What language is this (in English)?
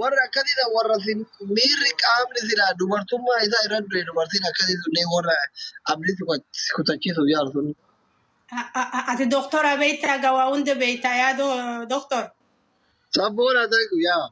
Oromo